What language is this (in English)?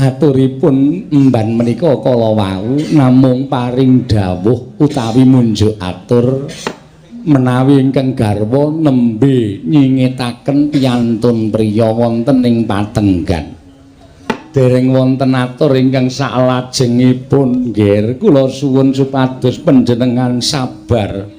Javanese